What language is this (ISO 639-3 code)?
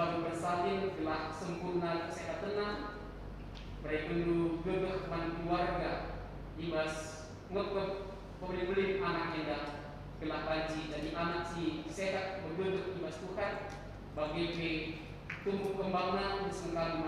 btx